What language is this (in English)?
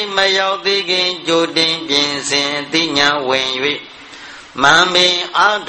Burmese